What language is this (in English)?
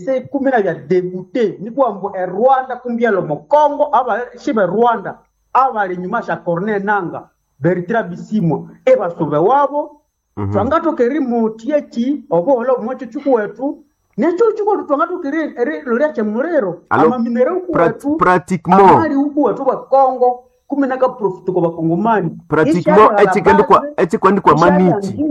Nande